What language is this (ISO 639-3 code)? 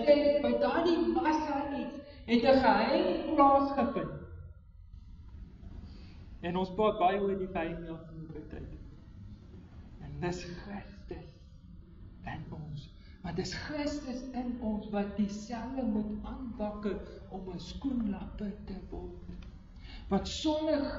afr